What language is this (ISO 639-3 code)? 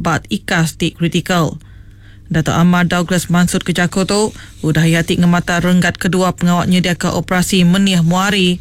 iba